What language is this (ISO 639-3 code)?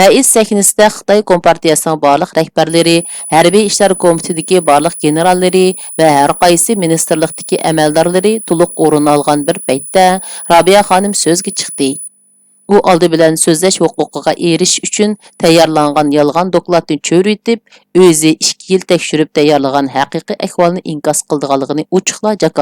uig